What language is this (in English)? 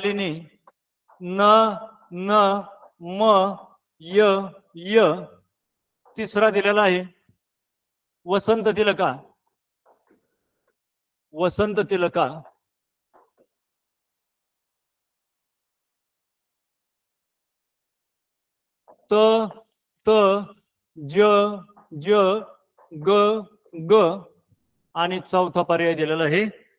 Marathi